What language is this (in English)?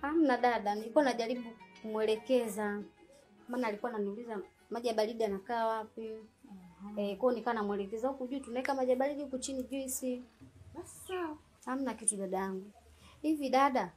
Swahili